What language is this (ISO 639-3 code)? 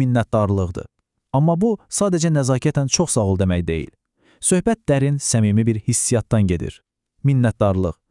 aze